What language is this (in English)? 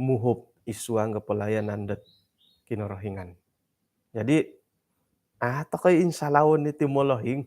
Central Dusun